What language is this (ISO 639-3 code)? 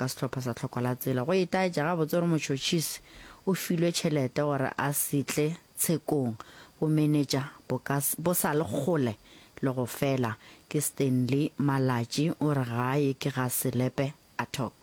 nso